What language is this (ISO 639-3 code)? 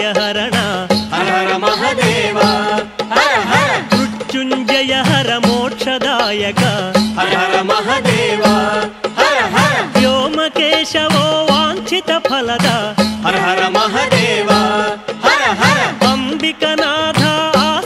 tel